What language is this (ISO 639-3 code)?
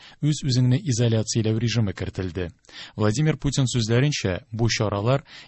tat